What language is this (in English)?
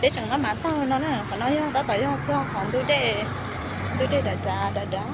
Hmong